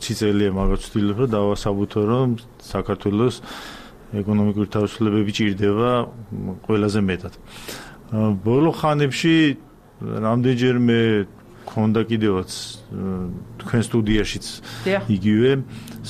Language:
Georgian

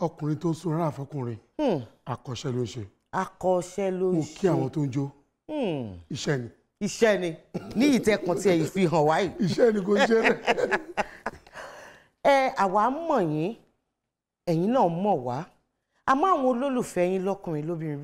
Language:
Yoruba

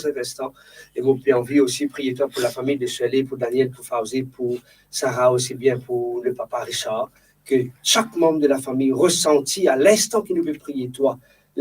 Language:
Morisyen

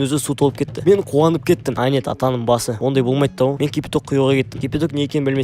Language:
Kazakh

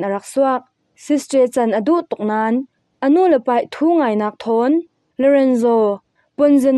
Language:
Falam Chin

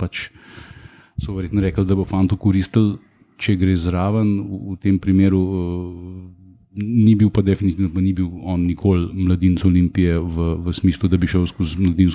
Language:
Slovenian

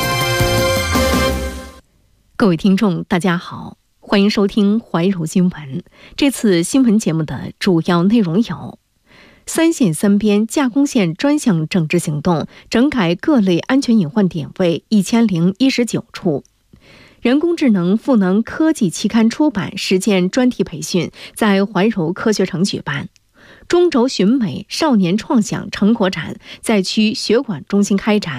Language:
Chinese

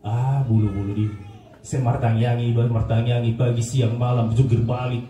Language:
Batak Toba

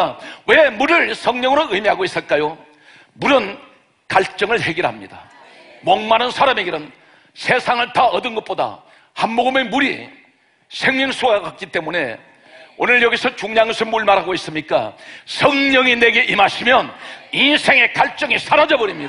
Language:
Korean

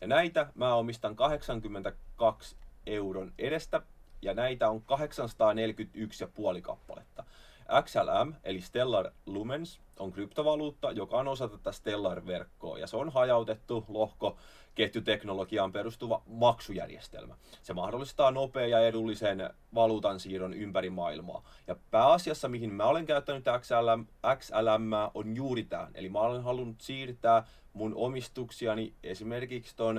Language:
Finnish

